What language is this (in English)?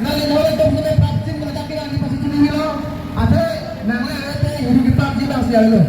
Karbi